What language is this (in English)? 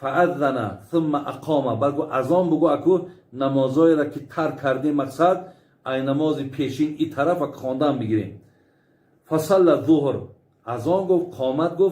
Tajik